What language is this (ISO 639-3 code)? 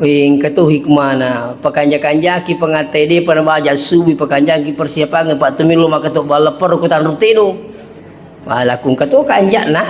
bug